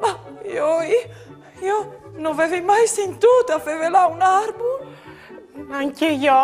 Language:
Friulian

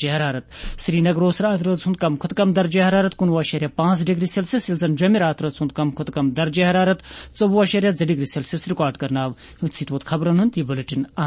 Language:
Kashmiri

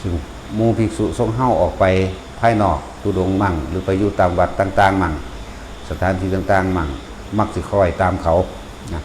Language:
Northeastern Thai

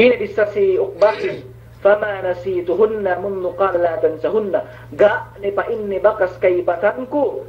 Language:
Yakan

